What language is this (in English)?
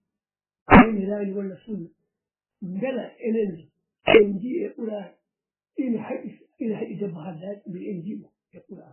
Fula